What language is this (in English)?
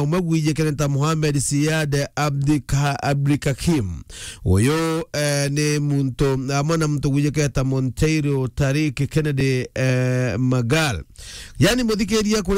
Meru